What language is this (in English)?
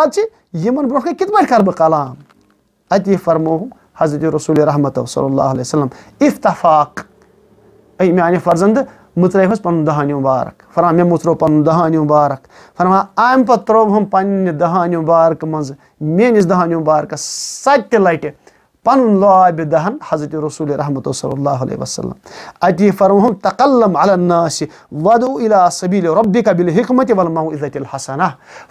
Kashmiri